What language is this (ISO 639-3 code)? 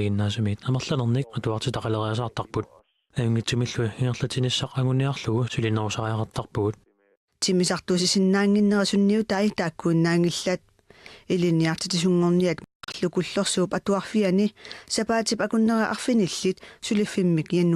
kal